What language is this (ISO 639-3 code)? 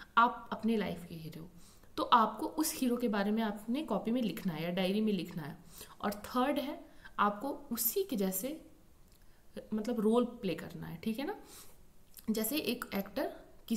hin